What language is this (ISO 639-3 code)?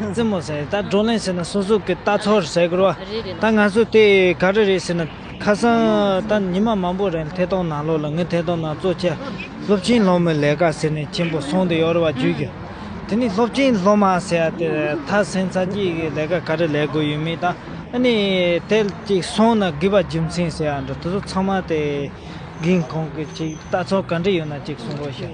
bod